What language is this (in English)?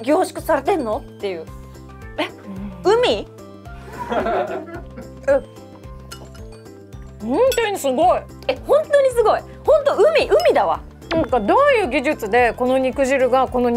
Japanese